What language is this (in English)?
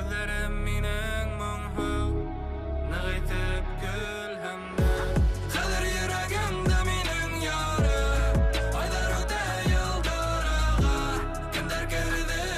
Bashkir